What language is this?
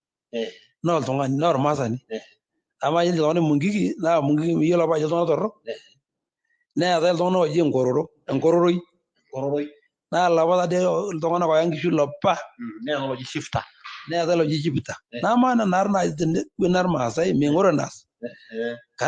Masai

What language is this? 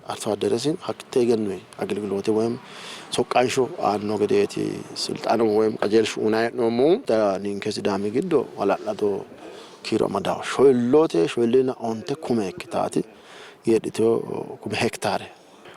Sidamo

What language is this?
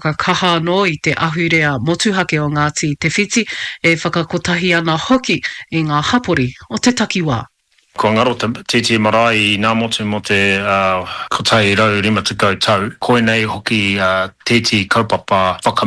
Māori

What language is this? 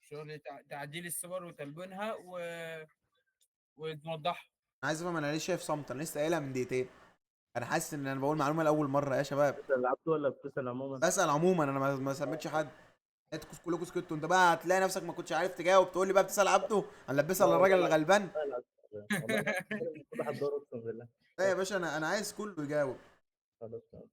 Egyptian Arabic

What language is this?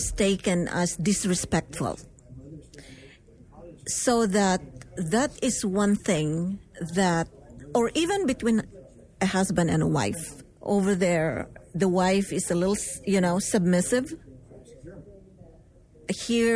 English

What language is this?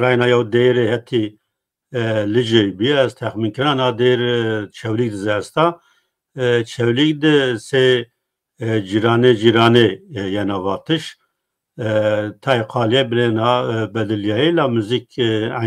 Zaza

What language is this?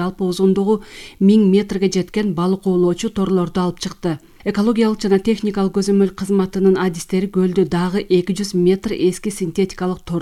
Kyrgyz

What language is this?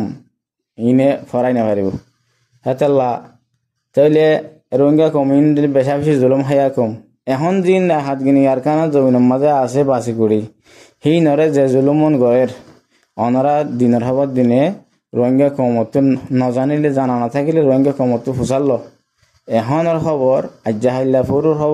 Rohingya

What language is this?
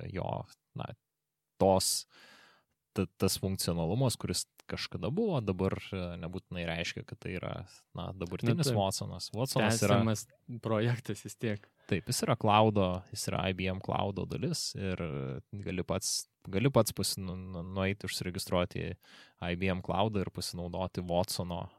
Lithuanian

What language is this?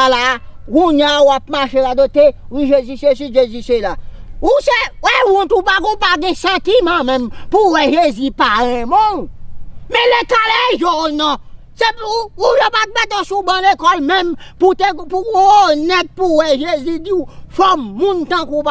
Haitian Creole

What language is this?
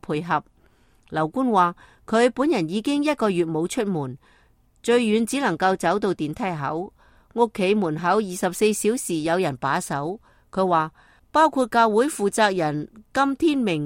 Cantonese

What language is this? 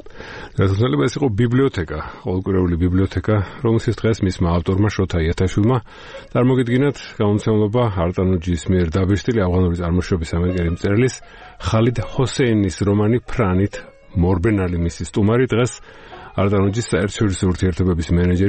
Georgian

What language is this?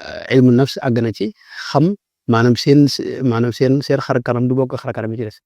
Wolof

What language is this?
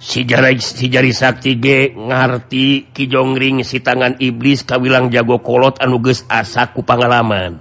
Sundanese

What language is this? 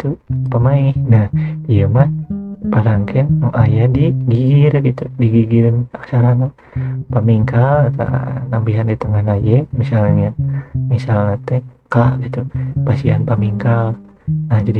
Sundanese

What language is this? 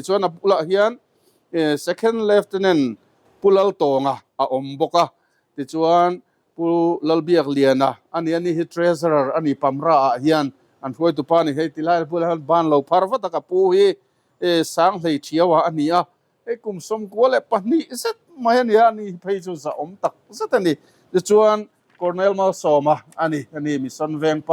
Mizo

